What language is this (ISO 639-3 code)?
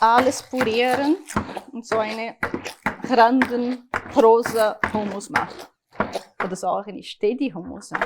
gsw